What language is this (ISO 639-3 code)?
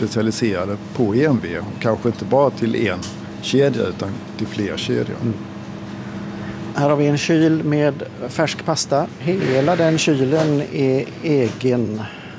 swe